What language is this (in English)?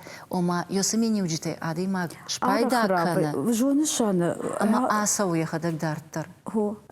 Ossetic